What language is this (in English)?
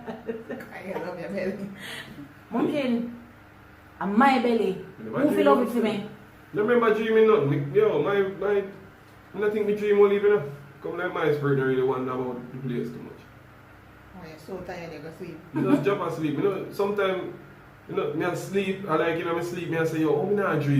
Jamaican Creole English